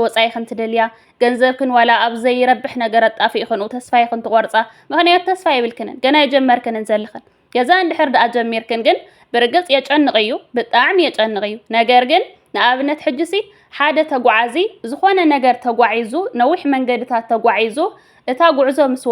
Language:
Tigrinya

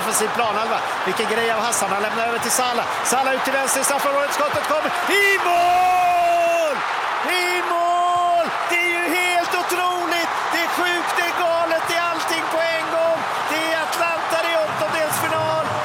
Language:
Swedish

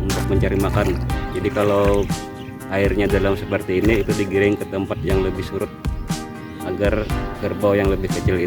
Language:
Banjar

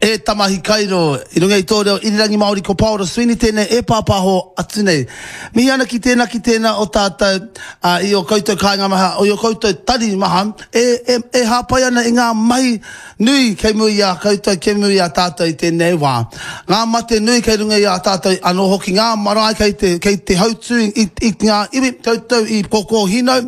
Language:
Māori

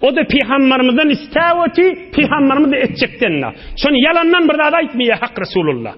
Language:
Turkmen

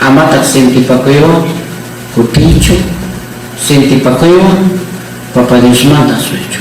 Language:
Ayacucho Quechua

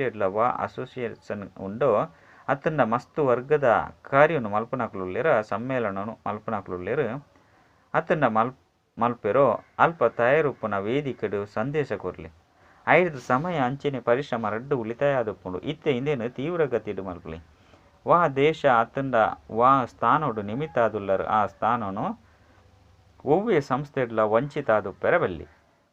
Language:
Tulu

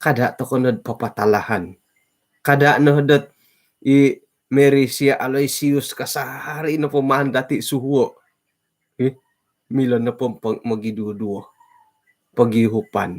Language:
Central Dusun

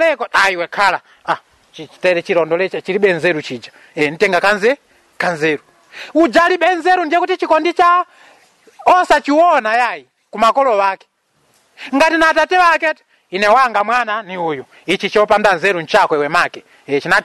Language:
Nyanja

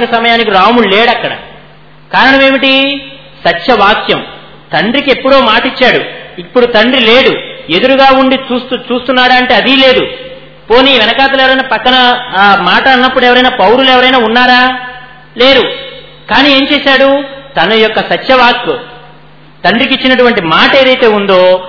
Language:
Telugu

